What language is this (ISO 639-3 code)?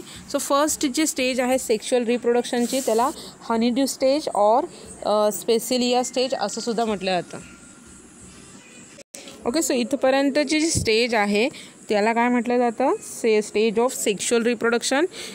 mar